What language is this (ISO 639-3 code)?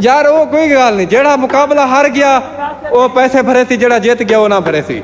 skr